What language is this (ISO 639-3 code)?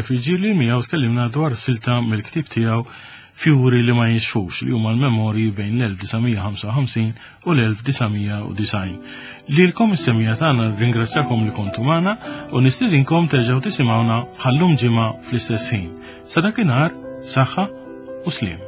mlt